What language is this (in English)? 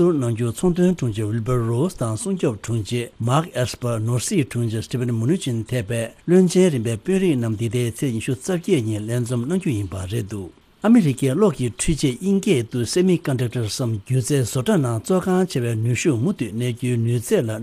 Tibetan